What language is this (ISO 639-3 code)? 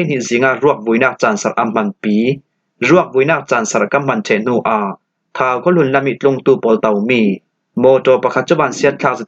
cfm